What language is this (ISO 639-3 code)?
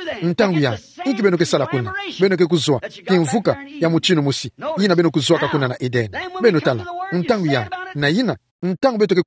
ktu